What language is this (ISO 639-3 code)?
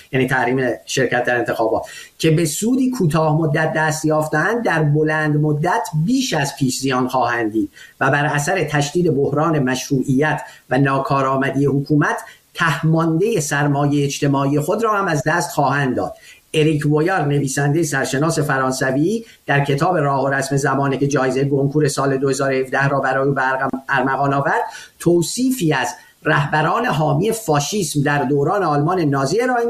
fas